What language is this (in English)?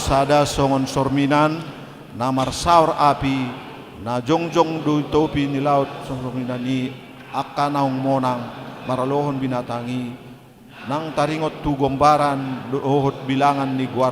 Batak Toba